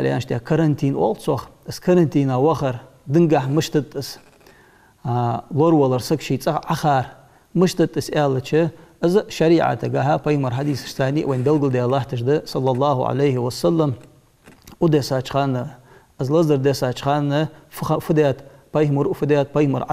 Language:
Ingush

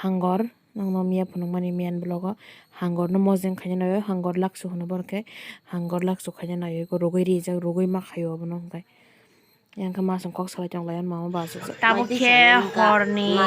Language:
Kok Borok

